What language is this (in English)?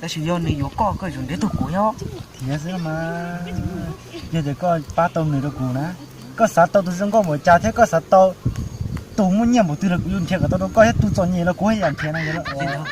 Hmong